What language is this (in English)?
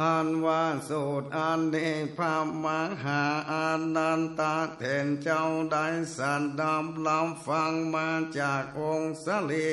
Northern Thai